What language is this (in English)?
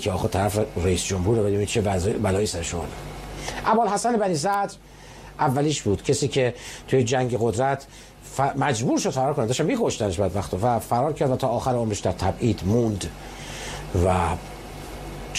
Persian